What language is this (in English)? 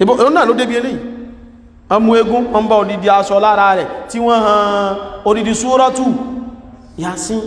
Yoruba